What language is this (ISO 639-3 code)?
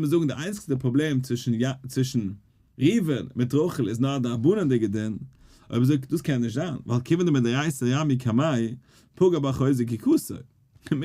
yid